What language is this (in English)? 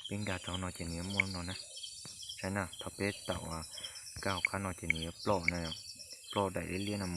Hmong